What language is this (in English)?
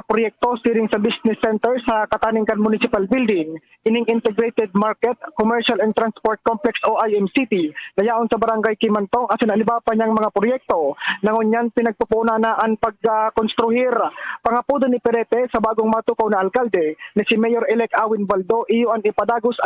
Bikol